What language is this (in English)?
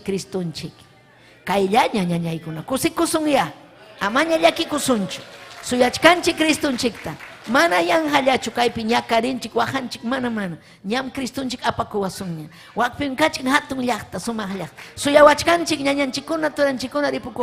Ayacucho Quechua